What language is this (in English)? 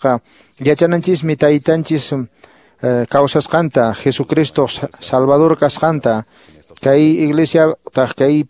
Quechua